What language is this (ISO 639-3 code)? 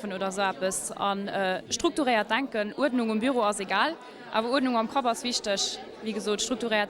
ltz